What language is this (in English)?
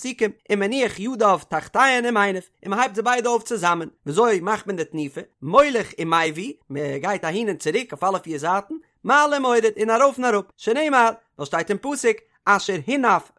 Yiddish